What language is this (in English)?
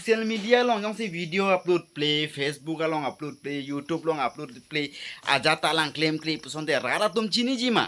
Karbi